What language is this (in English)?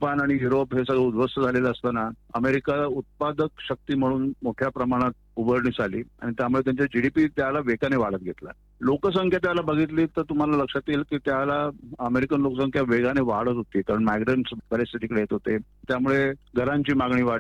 Marathi